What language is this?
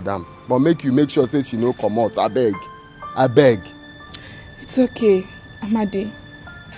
Nigerian Pidgin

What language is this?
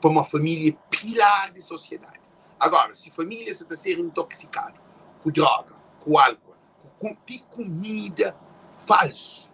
Kabuverdianu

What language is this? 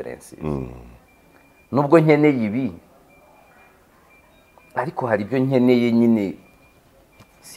Kinyarwanda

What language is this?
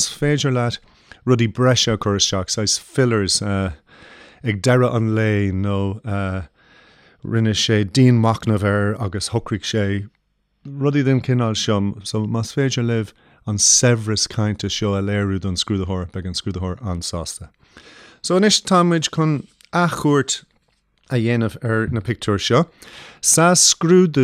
Irish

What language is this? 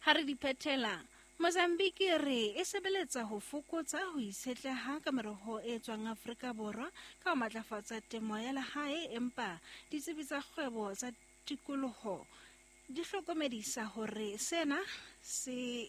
Southern Sotho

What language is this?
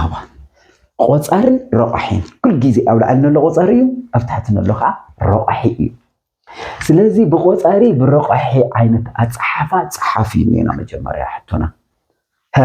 Tigrinya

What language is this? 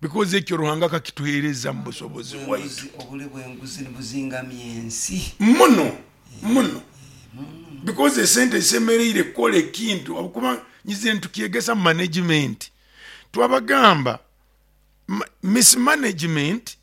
Nyoro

